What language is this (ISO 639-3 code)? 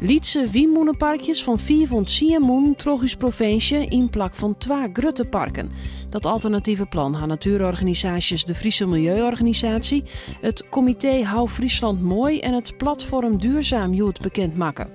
fry